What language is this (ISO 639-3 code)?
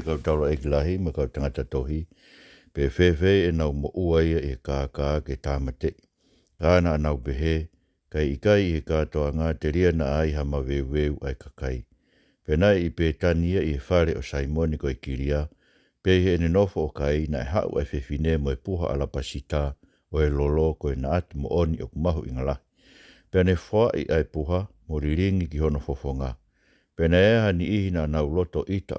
ton